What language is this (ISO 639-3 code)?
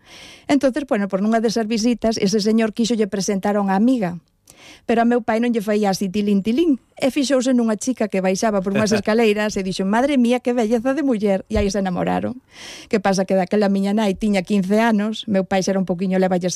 glg